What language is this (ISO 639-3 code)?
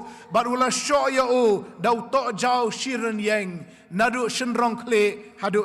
kha